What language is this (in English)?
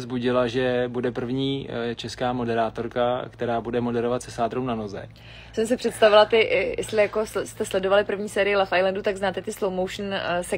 Czech